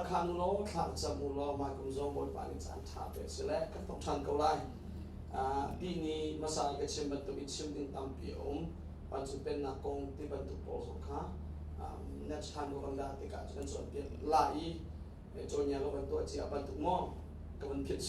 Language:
Hakha Chin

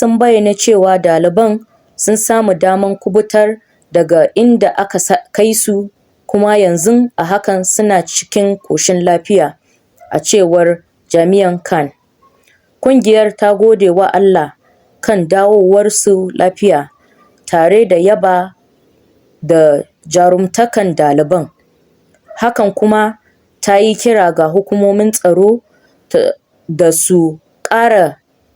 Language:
Hausa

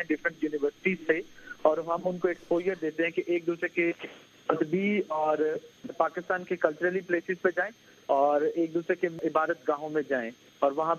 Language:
Urdu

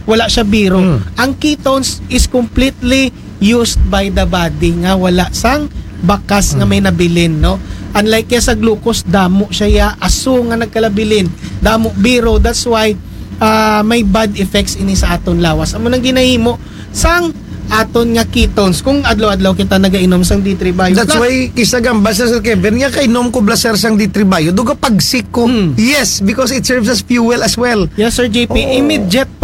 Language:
Aklanon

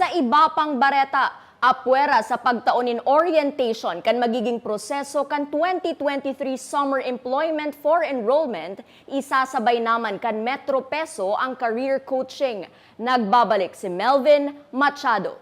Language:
Bikol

